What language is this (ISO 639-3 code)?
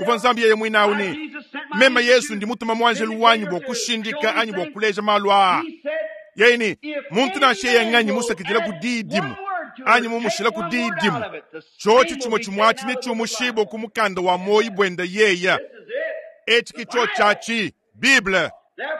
lua